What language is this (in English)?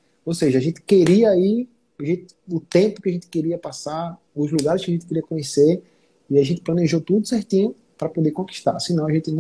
Portuguese